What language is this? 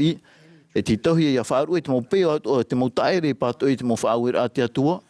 Tahitian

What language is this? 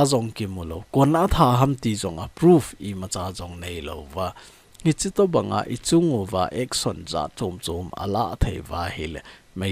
Thado Chin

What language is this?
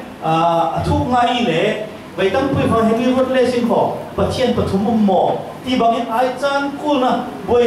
Falam Chin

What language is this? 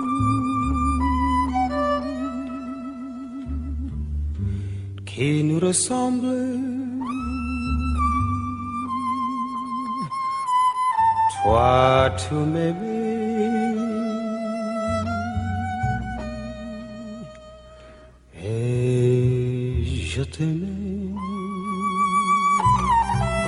Greek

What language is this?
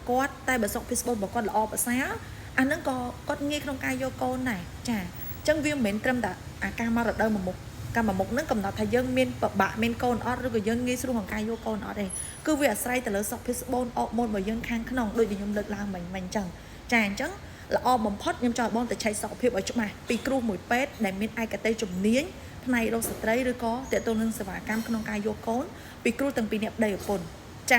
Khmer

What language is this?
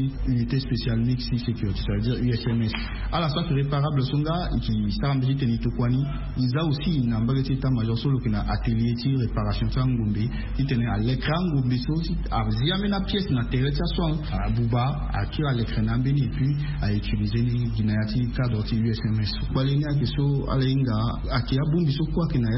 Sango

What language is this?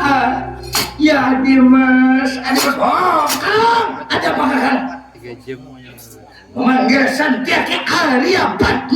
Banjar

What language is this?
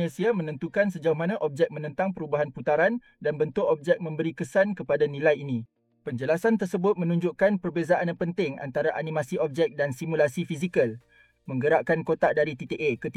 Malay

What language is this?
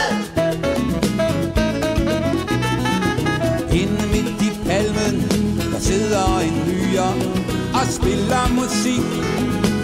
Danish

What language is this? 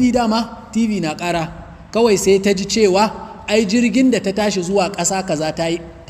Hausa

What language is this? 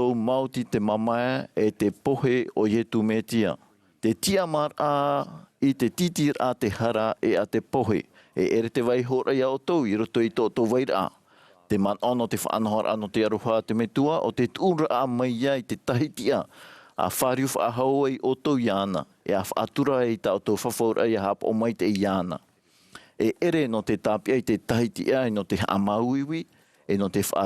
Tahitian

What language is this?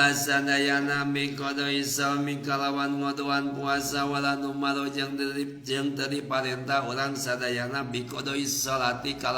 Sundanese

